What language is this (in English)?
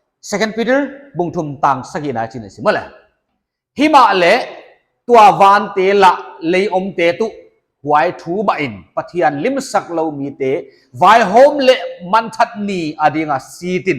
Paite Chin